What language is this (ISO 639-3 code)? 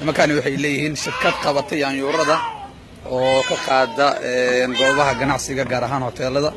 som